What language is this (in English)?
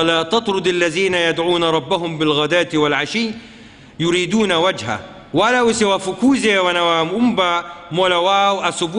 Swahili